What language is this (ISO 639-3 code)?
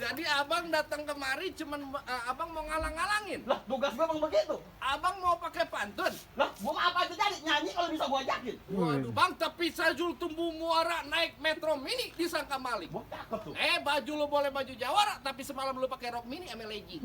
bew